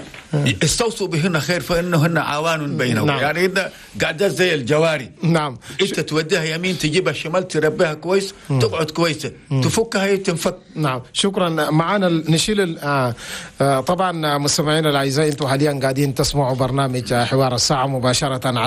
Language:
Chadian Arabic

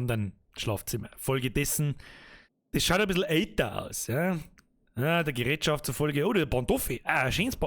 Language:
Bavarian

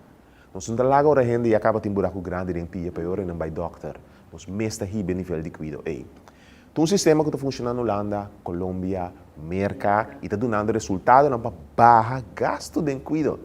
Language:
Papiamento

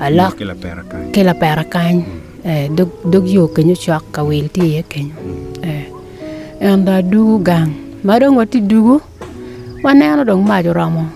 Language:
Acoli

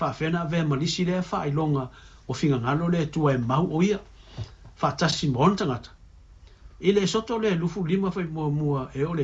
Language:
Samoan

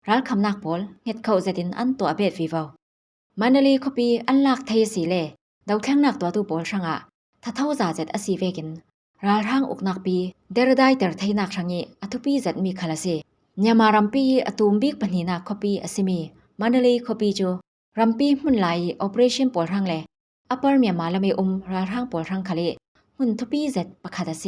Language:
Falam Chin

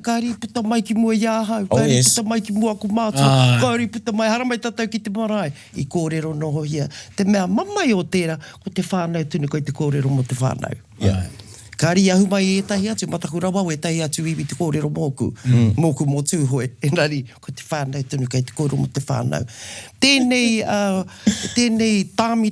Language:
Māori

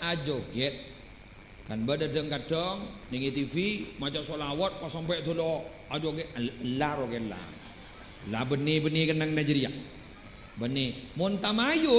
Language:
Madurese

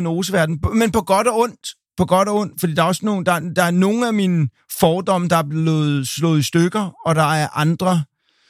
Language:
Danish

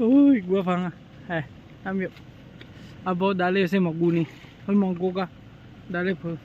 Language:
Akha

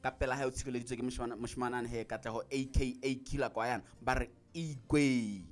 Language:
Southern Sotho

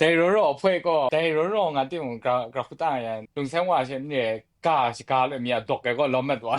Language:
Kachin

